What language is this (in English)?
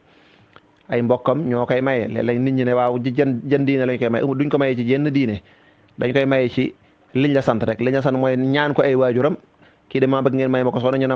Wolof